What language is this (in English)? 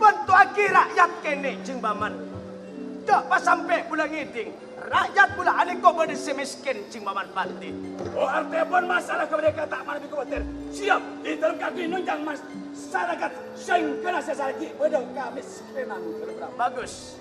Madurese